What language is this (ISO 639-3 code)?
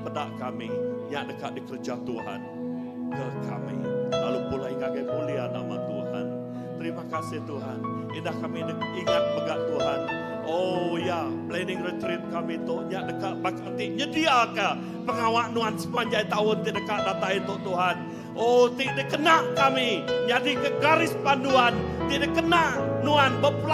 iba